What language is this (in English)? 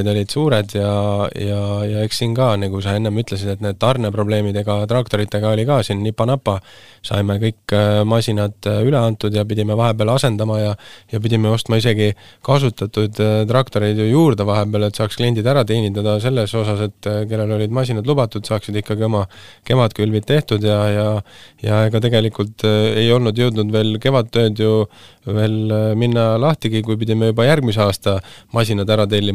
Estonian